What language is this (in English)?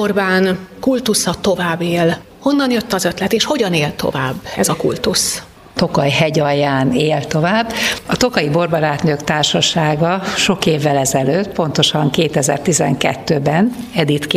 Hungarian